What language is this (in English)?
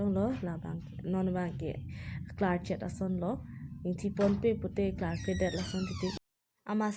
Karbi